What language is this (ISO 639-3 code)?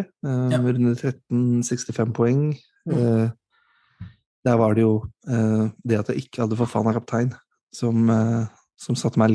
nor